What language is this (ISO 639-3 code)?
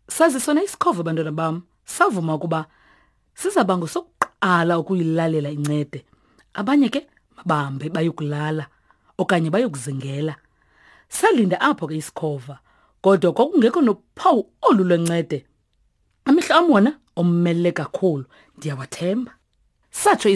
xho